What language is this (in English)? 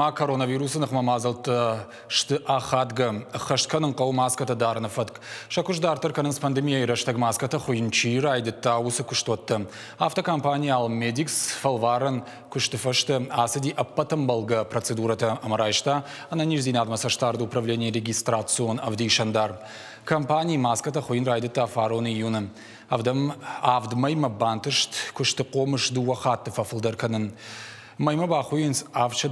Ossetic